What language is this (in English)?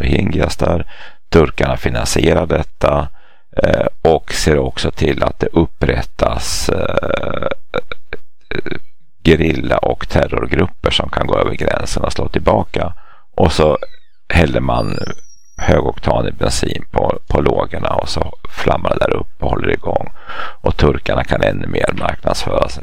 Swedish